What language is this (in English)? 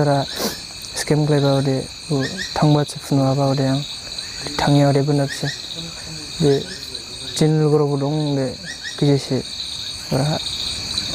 Dimasa